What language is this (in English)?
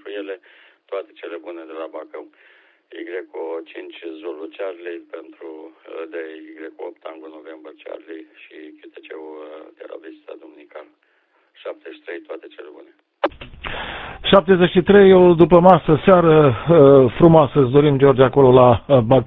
Romanian